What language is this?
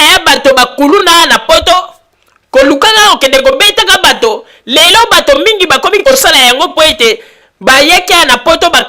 Lingala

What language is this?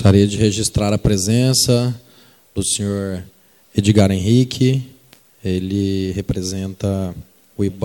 Portuguese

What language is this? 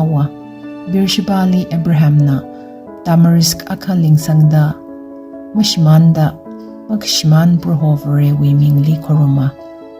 Tangkhul Naga (India)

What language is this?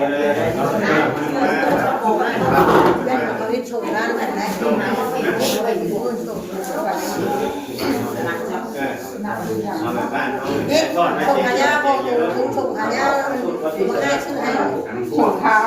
Northeastern Thai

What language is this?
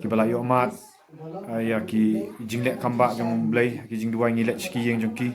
Khasi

